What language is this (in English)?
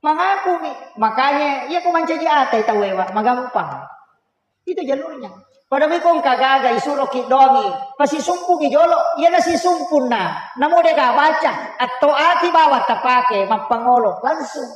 Buginese